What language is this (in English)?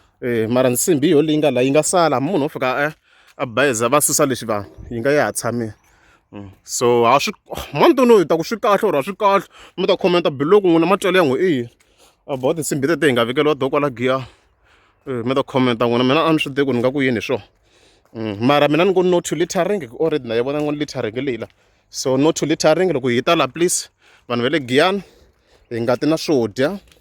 Tsonga